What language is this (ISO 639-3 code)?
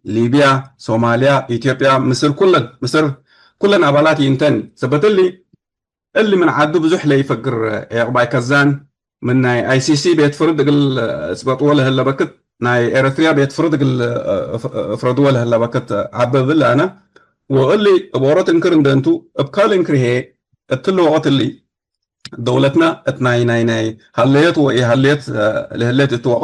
tig